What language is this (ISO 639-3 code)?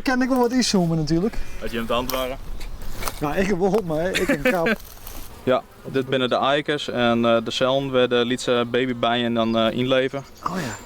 fry